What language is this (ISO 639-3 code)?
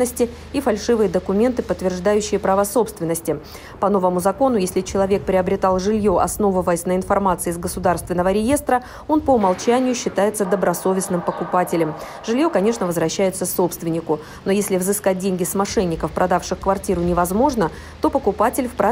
rus